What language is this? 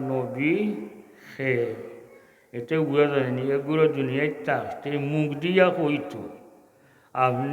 Sylheti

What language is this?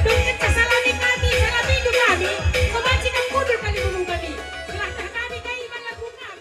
Batak Karo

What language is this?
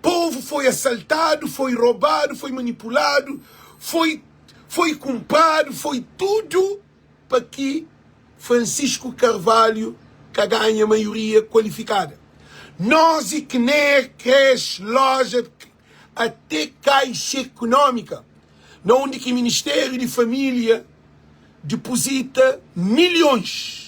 Kabuverdianu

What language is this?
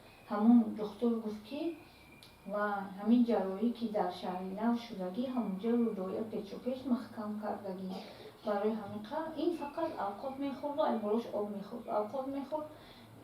Tajik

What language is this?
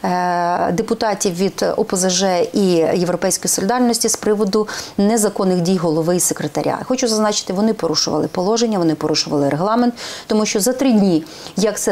Ukrainian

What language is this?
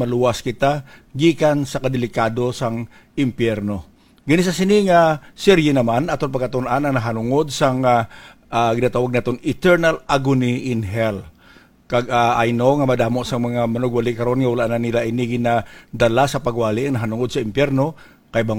Hiligaynon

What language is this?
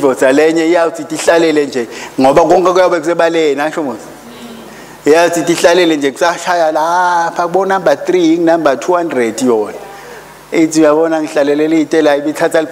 Swati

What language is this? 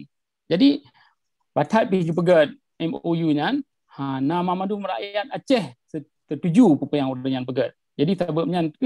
Achinese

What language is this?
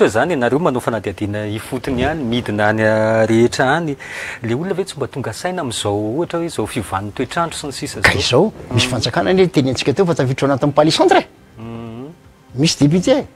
Malagasy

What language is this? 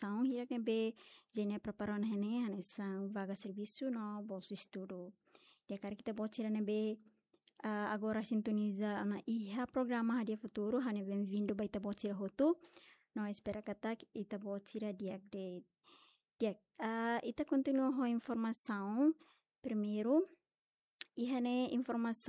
Tetum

